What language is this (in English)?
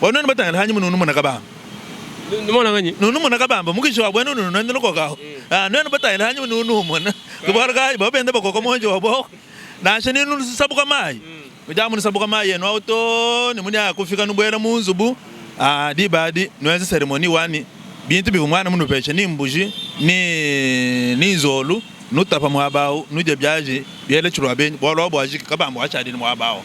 Luba-Lulua